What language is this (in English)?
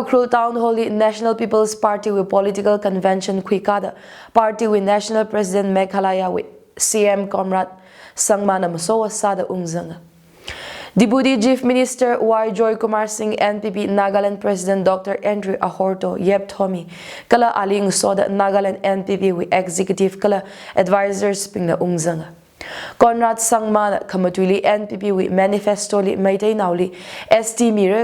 Tangkhul Naga (India)